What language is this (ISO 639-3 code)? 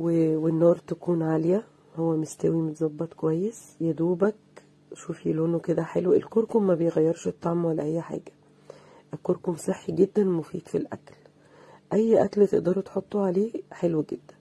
arz